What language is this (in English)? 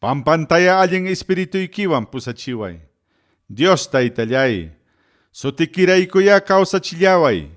Ayacucho Quechua